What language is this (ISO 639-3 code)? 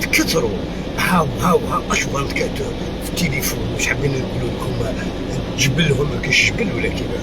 arq